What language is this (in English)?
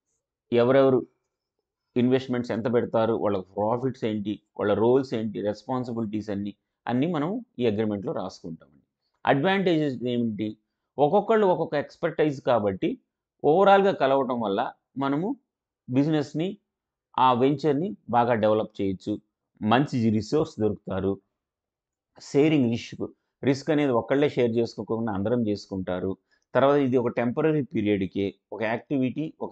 Telugu